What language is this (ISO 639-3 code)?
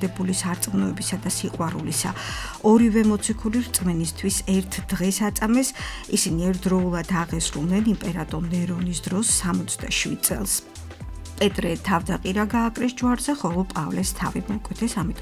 kat